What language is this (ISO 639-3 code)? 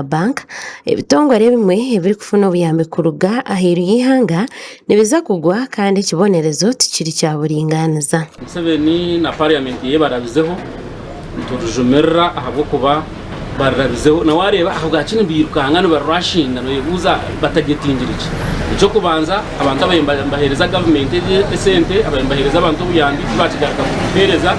nyn